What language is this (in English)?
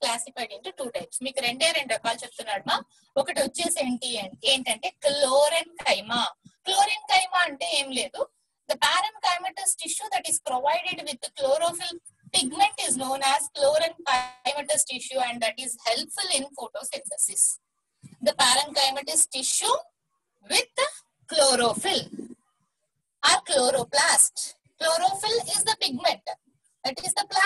Telugu